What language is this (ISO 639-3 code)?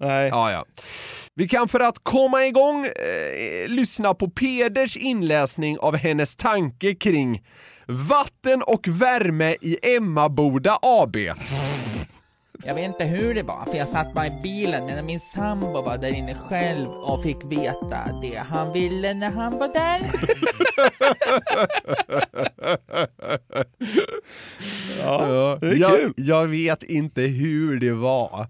swe